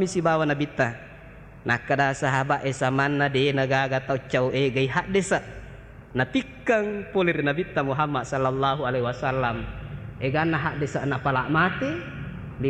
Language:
Buginese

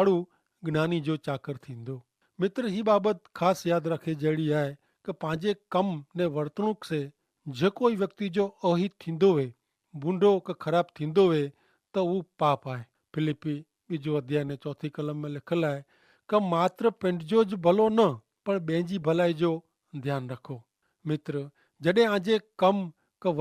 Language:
Kachhi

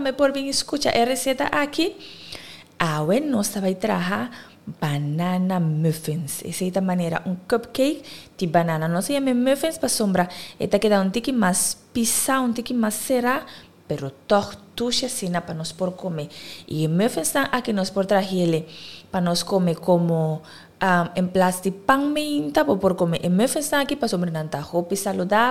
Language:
Papiamento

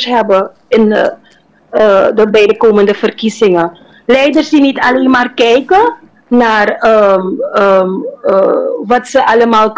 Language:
Dutch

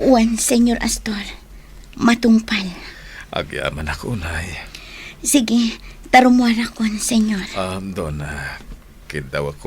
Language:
Iloko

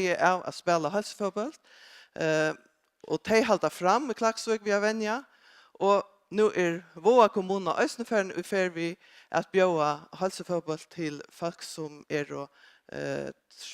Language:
Faroese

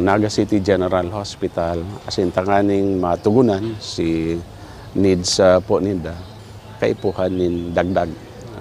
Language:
Bikol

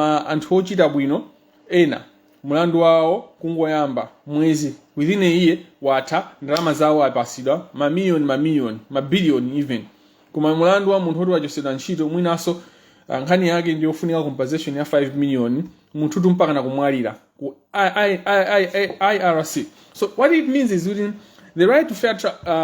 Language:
Nyanja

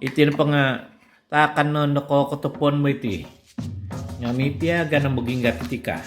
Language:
Central Dusun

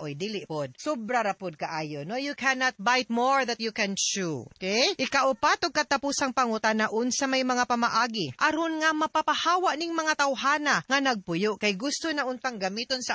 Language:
Cebuano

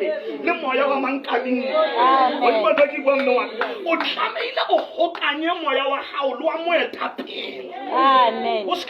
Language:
Southern Sotho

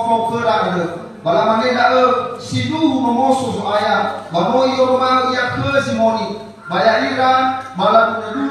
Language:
Nias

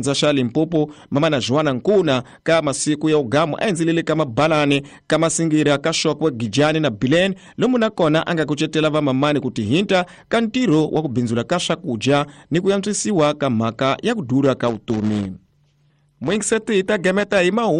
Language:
Tsonga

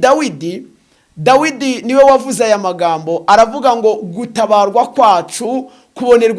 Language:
Kinyarwanda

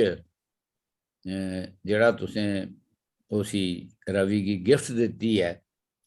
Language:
Dogri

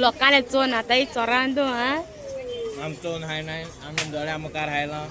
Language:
Konkani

